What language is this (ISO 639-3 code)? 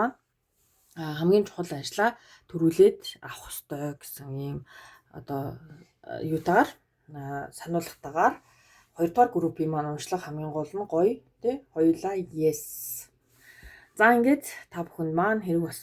mon